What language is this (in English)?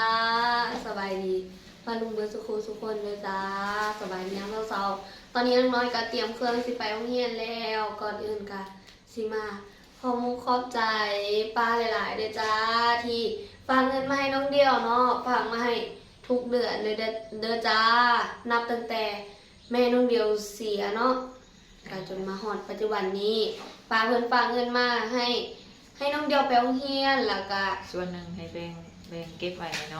Lao